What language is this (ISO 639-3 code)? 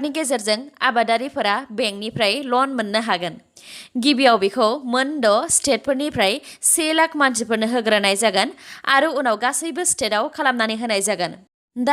brx